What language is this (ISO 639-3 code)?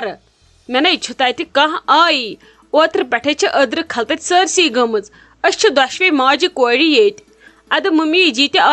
kas